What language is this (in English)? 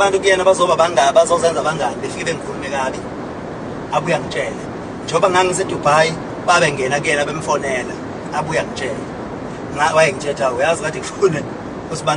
Zulu